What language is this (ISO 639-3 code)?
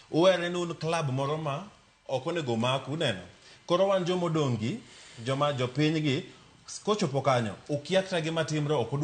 luo